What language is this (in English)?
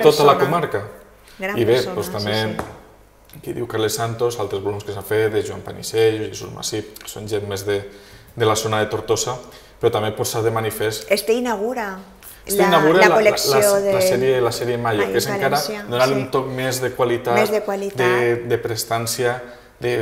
Catalan